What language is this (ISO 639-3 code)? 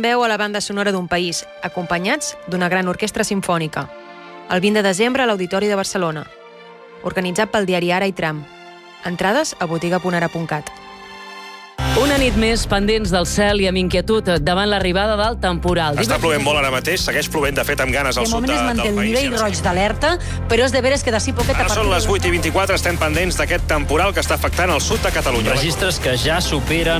cat